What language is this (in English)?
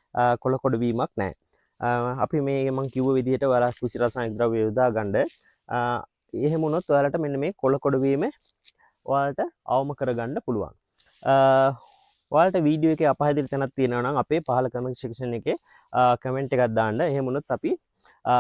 Sinhala